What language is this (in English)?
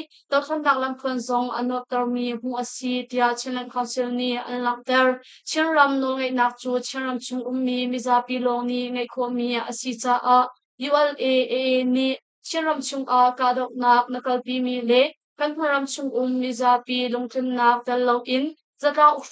Hakha Chin